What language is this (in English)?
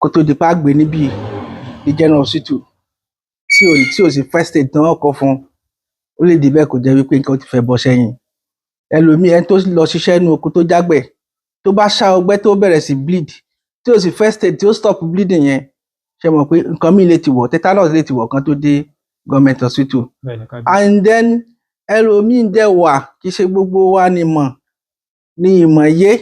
Yoruba